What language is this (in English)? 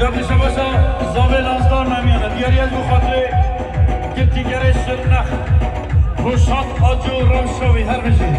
Kurdish